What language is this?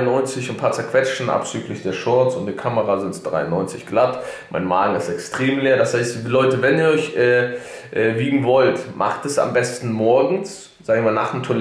German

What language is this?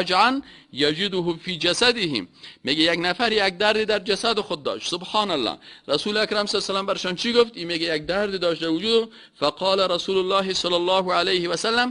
Persian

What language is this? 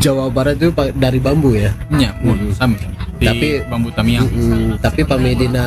Sundanese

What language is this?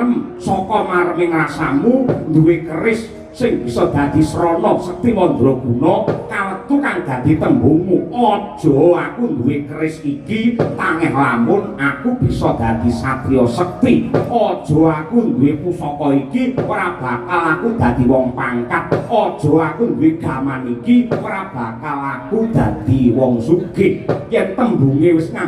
Javanese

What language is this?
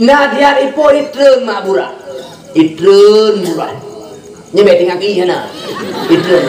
Achinese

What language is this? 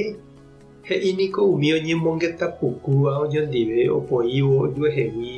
Guarani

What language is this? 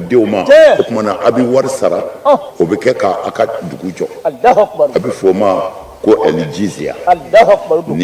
Bambara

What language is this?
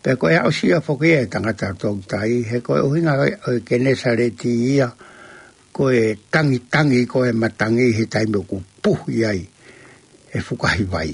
Tongan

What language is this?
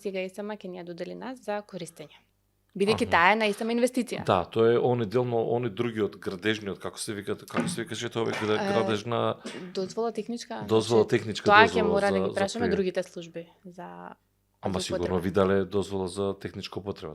Macedonian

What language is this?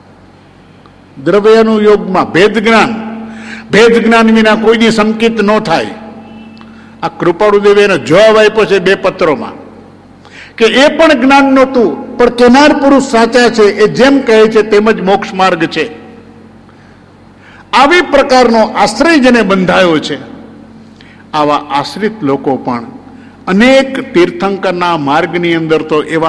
Gujarati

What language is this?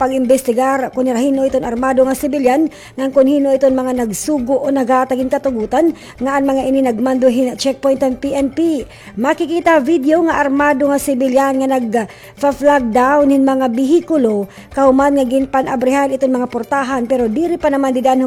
Waray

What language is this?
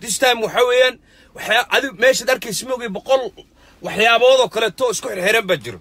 Somali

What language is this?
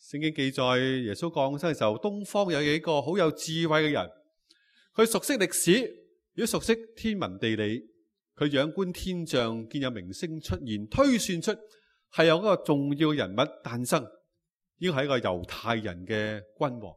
Cantonese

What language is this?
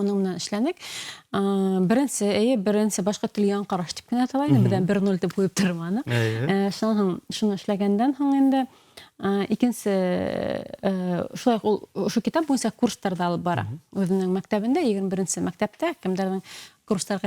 Bashkir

